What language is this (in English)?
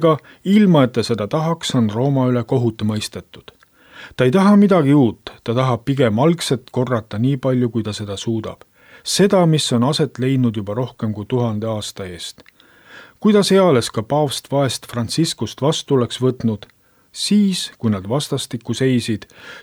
Estonian